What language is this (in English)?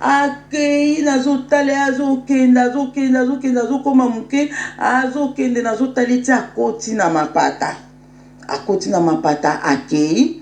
Lingala